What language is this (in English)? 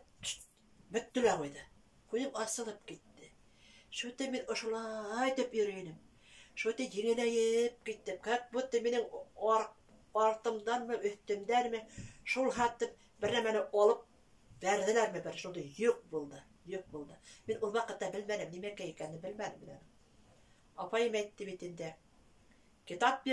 Bashkir